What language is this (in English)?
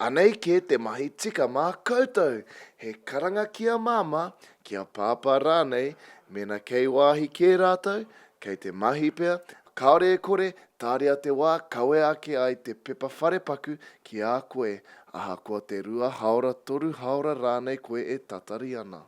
Māori